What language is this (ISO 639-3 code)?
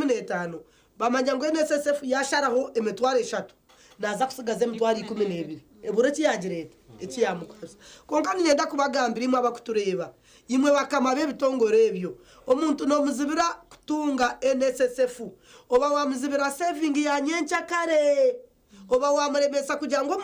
nyn